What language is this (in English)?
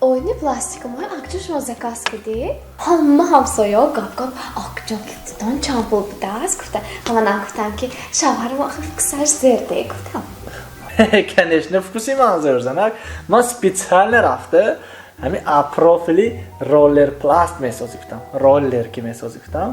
Tajik